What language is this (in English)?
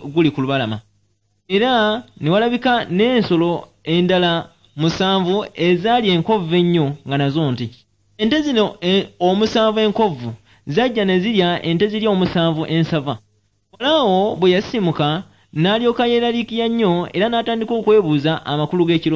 Ganda